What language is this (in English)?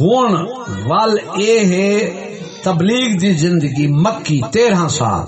Saraiki